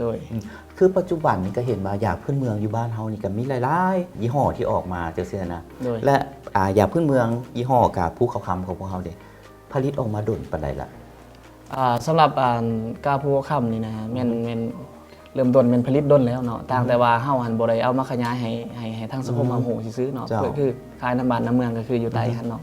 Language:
Lao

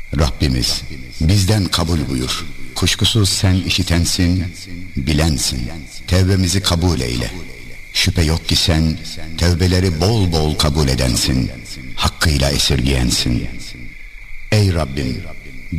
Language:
Turkish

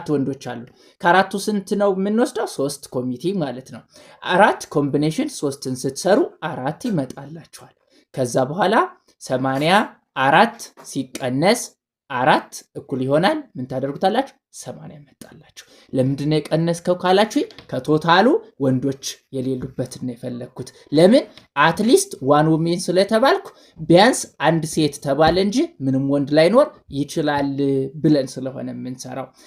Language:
Amharic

